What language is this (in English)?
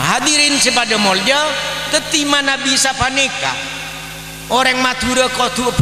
Madurese